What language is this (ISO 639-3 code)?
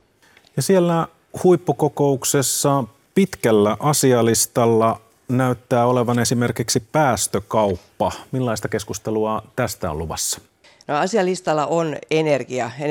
fin